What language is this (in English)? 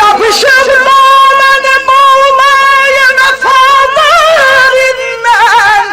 South Azerbaijani